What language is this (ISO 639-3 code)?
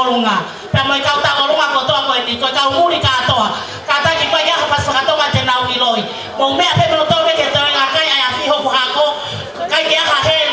ton